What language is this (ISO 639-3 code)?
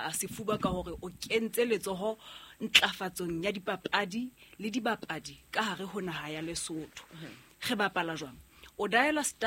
sot